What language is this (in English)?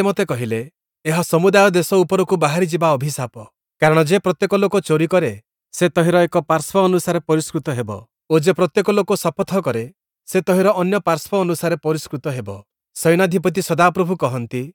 Odia